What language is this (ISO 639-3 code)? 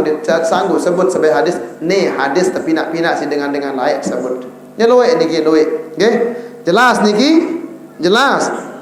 sas